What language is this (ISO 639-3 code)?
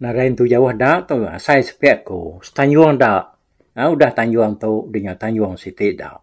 iba